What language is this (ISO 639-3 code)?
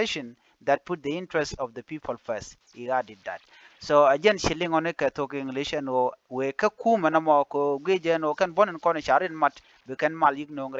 nus